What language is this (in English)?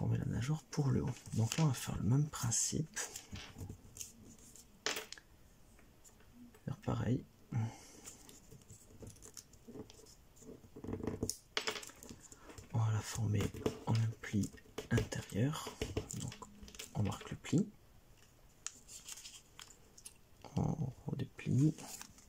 French